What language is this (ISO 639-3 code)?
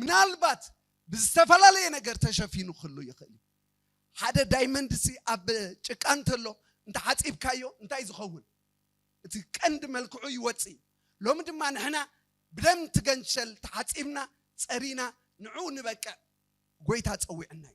tir